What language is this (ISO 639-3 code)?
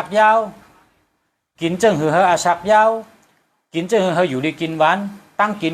shn